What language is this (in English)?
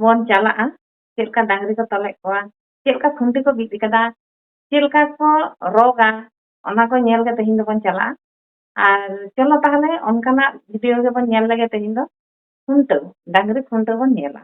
Santali